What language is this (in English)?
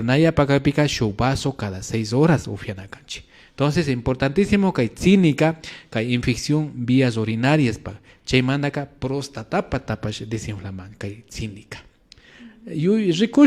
Imbabura Highland Quichua